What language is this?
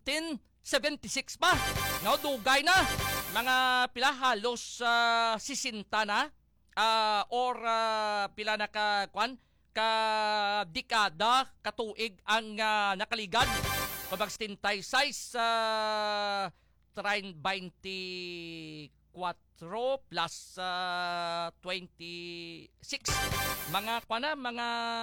Hiligaynon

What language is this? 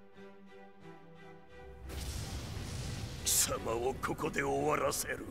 Japanese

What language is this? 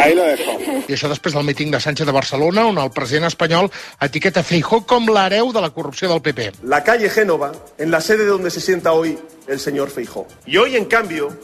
Catalan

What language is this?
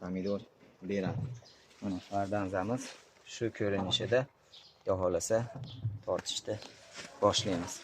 Uzbek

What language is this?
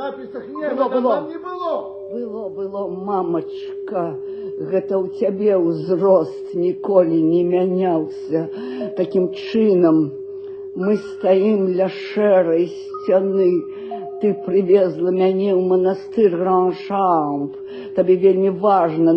Belarusian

